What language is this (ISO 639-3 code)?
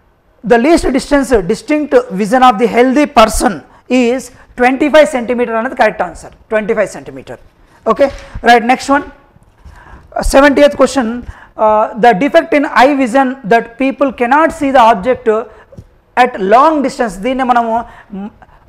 tel